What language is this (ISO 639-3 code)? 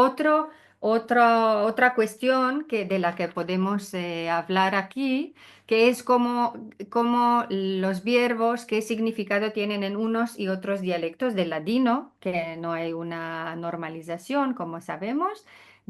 lad